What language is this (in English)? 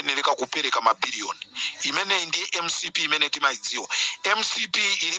Nyanja